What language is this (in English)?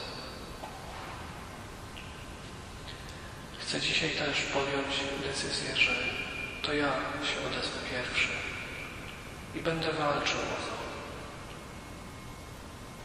Polish